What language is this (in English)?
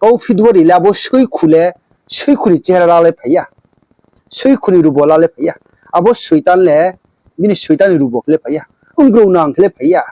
Riang (India)